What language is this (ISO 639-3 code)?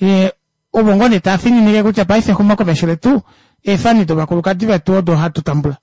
kua